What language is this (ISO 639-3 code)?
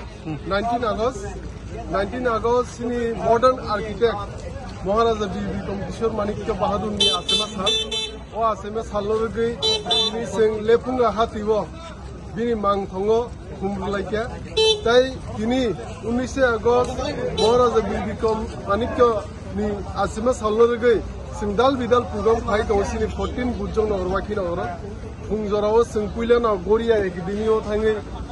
trp